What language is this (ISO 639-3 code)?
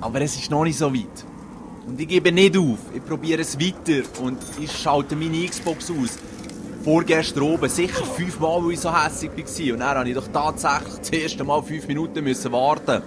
gsw